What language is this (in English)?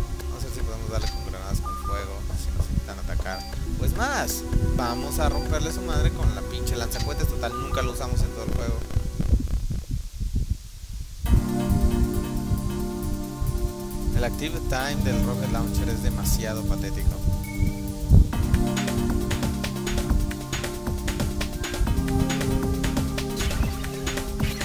Spanish